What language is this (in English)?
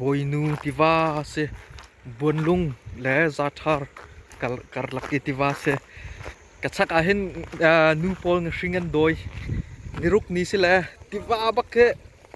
Hakha Chin